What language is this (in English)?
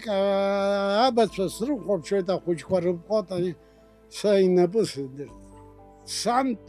Abkhazian